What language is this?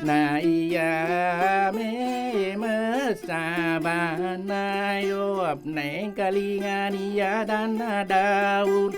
Buginese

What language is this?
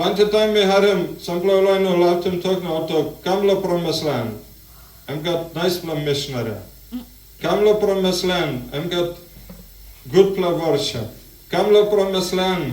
Tok Pisin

